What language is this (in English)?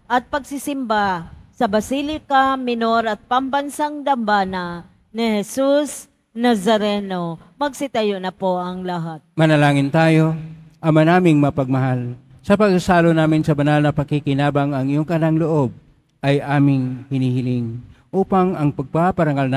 Filipino